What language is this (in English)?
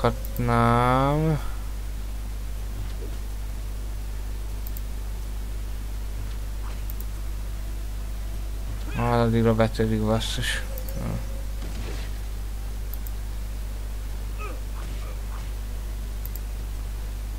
Hungarian